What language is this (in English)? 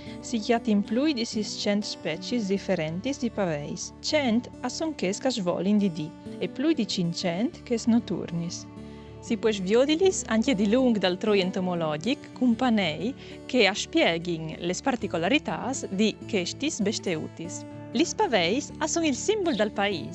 Friulian